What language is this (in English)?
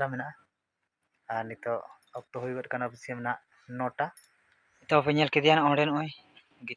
Santali